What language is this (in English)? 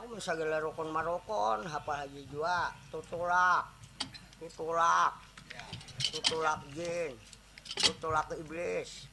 Banjar